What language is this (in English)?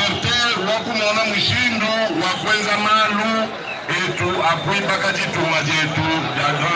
Luba-Lulua